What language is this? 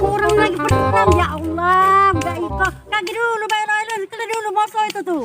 Musi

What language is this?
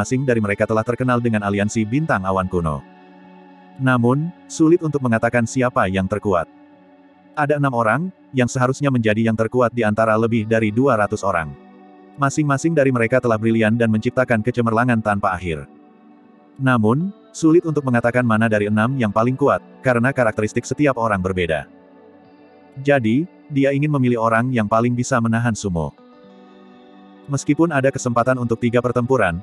Indonesian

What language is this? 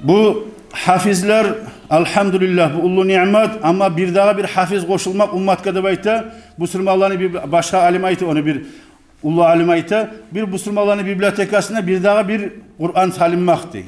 Kumyk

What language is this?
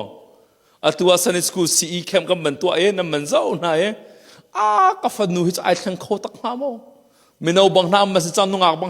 Hakha Chin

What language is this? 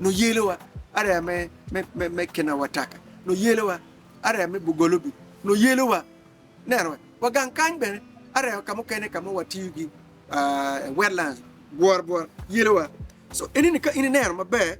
Acoli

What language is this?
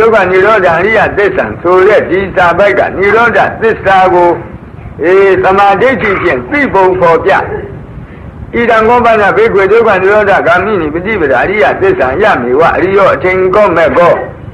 Burmese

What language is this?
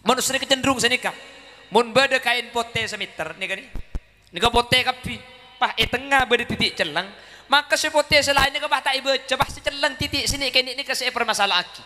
Madurese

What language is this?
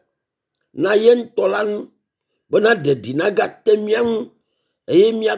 Ewe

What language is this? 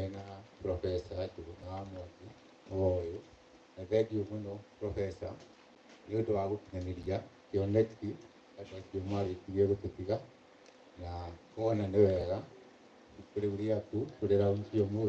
Kikuyu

